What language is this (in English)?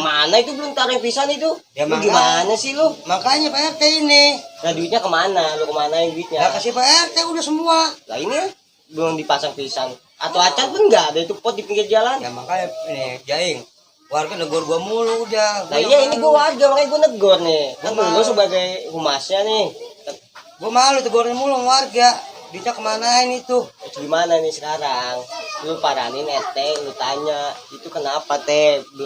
Betawi